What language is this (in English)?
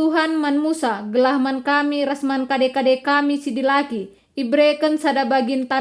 Batak Karo